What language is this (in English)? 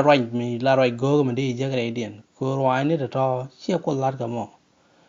Nuer